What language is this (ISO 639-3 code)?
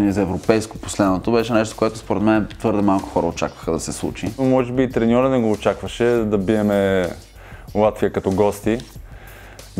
bul